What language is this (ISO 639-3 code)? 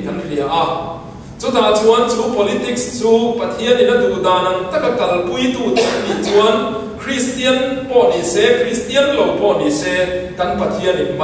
lus